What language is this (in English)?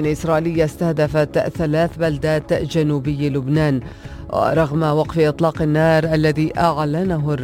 Arabic